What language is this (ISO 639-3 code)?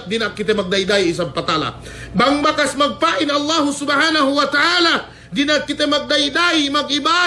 yka